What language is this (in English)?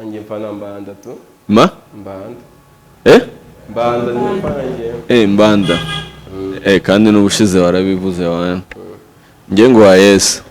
Kinyarwanda